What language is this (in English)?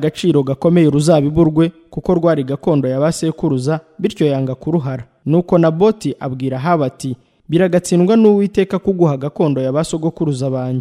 Kinyarwanda